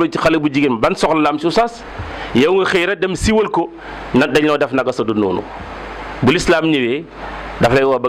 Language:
Wolof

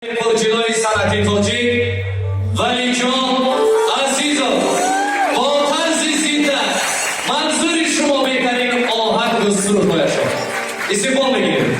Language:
Tajik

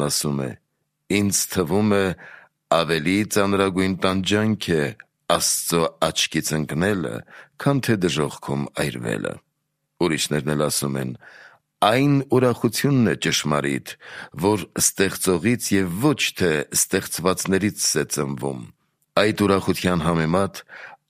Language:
Armenian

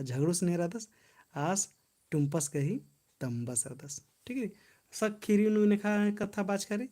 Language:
Kurukh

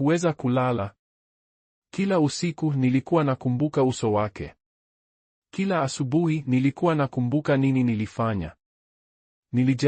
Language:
Swahili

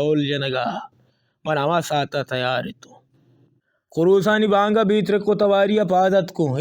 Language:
Baluchi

